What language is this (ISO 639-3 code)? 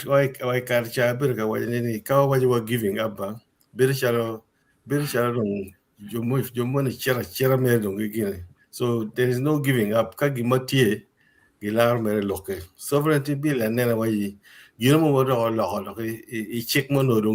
ach